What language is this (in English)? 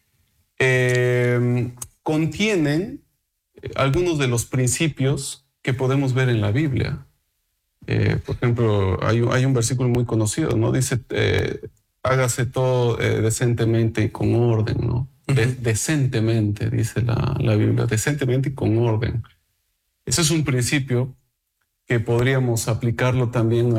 Spanish